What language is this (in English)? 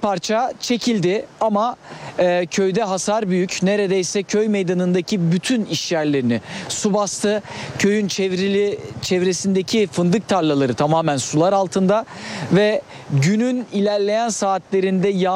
Turkish